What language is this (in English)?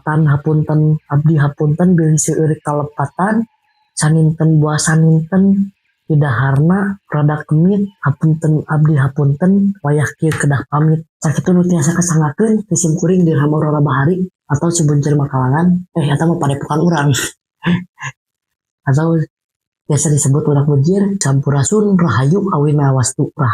Sundanese